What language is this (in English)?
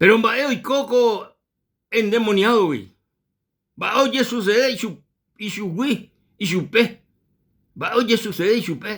Guarani